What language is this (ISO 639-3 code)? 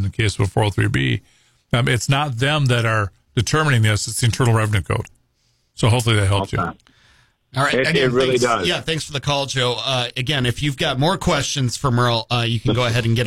eng